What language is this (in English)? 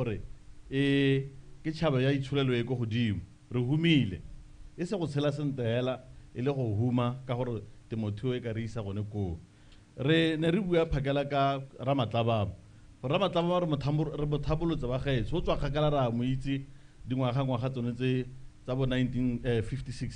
Tswana